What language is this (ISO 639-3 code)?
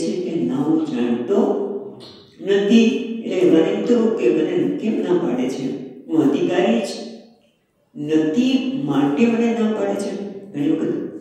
guj